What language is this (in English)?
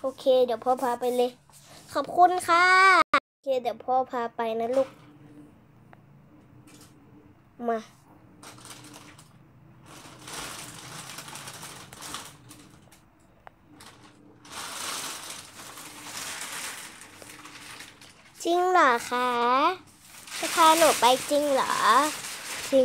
Thai